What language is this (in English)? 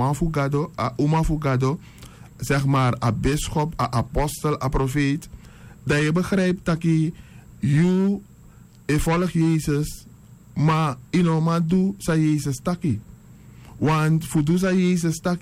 Sranan Tongo